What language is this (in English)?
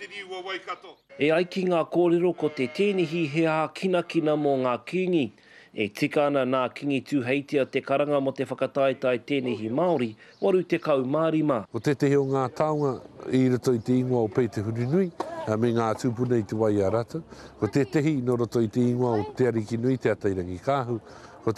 Māori